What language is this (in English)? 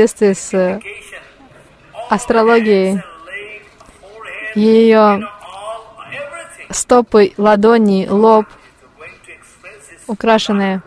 Russian